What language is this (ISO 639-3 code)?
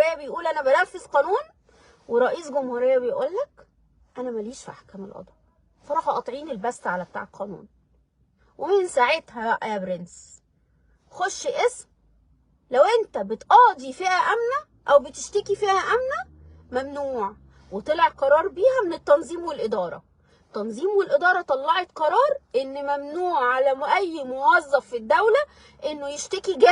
arz